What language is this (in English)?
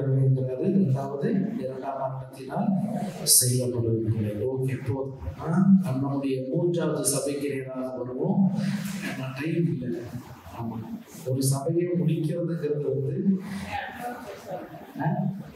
Tamil